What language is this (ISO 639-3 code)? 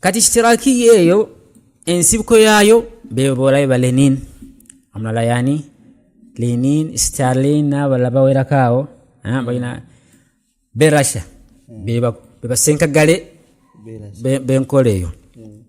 lug